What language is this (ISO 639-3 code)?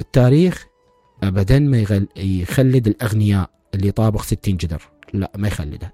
acm